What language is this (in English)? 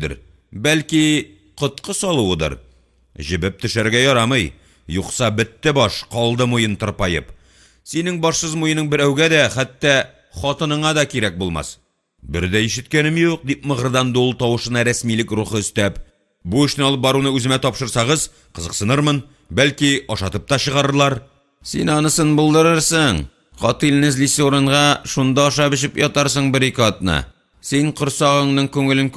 Tatar